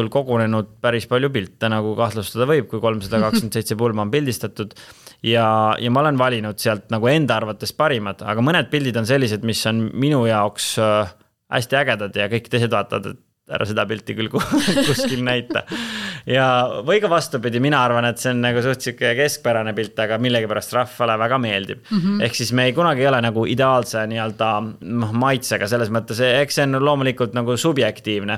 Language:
Estonian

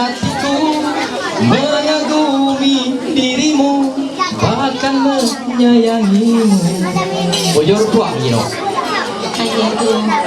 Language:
Ma'anyan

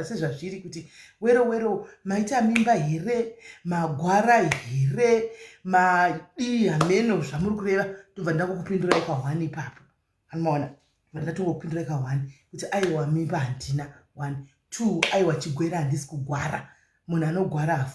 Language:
Shona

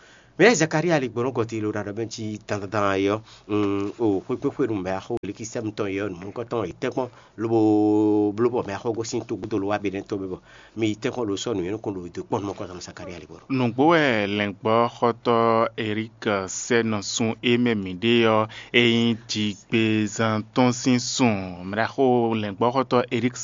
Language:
Fon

